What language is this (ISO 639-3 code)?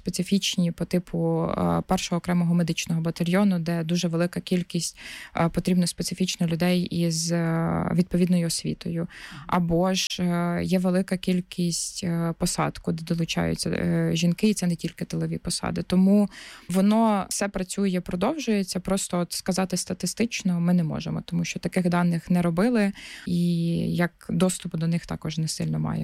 ukr